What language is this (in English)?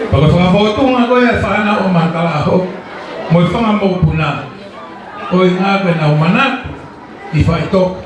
Tongan